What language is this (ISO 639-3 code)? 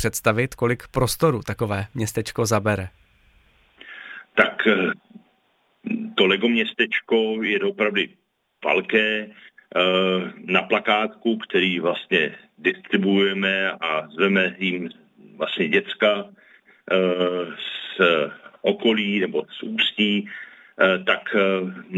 ces